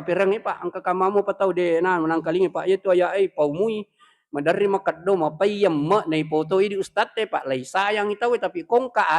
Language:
Buginese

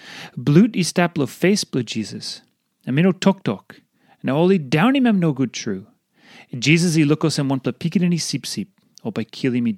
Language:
Tok Pisin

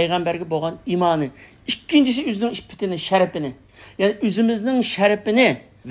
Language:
Uyghur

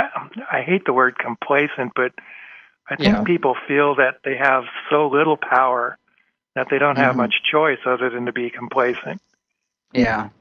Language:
English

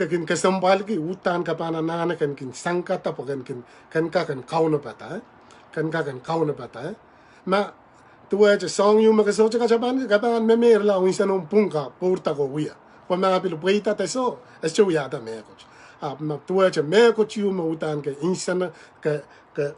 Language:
Pohnpeian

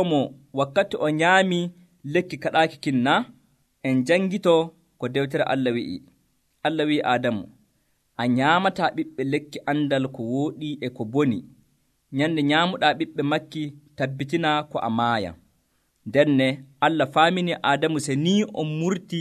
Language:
Nigerian Fulfulde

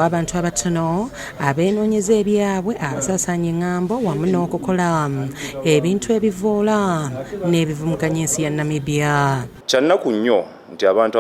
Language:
Ganda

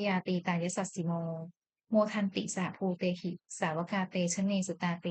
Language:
Pali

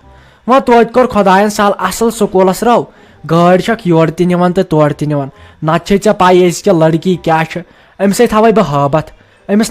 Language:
Kashmiri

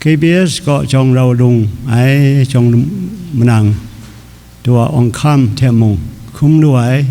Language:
Kachin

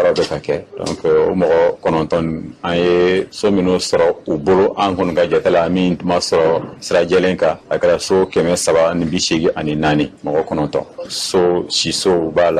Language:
Bambara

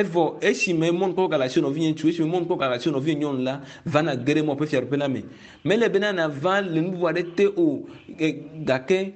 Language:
Ewe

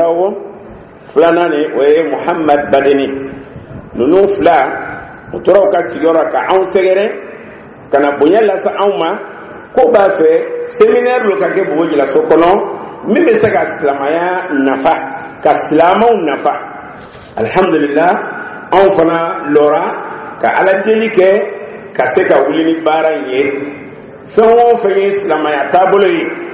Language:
Dyula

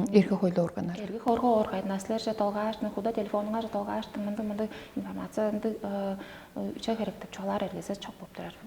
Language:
Tuvinian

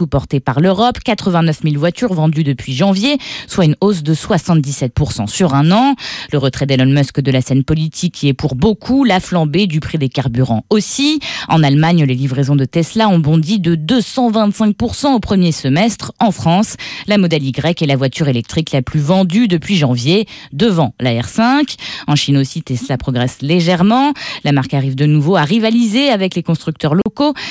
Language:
French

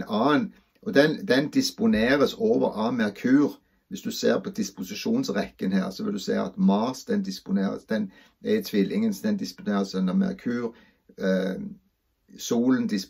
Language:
Norwegian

